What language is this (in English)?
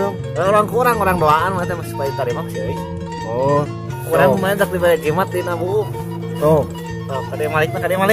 Sundanese